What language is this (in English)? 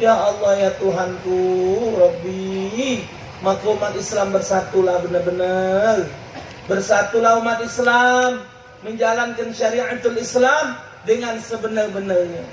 Musi